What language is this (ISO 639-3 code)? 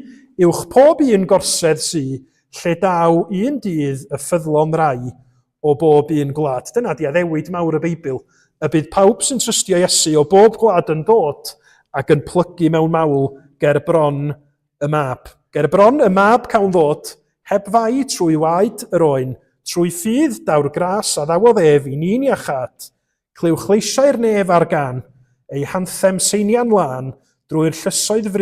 cym